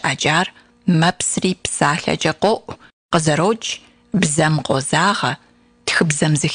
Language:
Kabardian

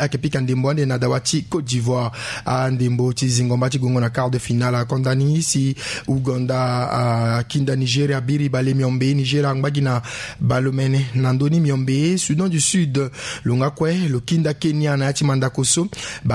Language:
Sango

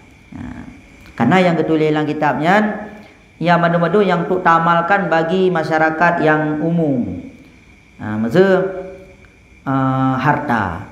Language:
Achinese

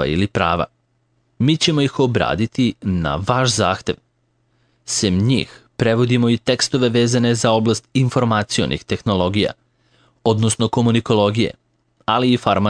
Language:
Serbian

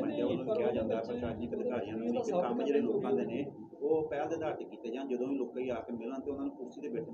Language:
Punjabi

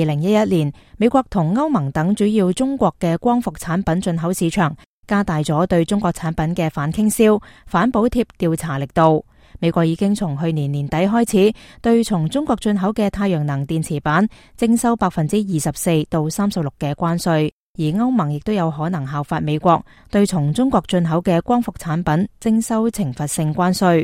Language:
Cantonese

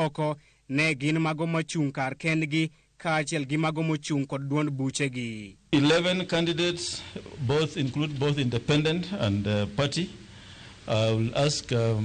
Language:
Luo (Kenya and Tanzania)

